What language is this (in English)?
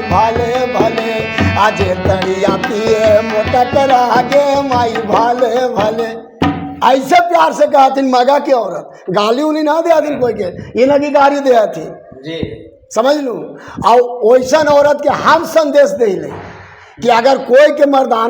Magahi